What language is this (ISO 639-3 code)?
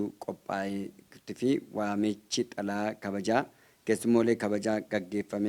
orm